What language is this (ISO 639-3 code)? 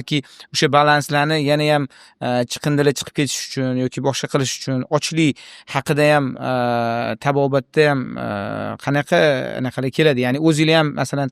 uzb